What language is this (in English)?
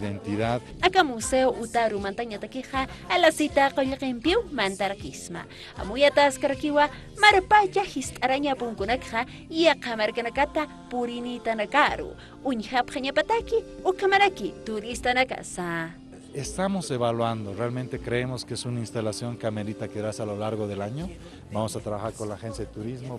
Aymara